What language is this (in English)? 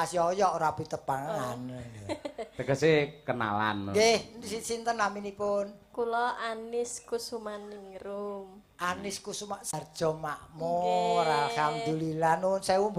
Javanese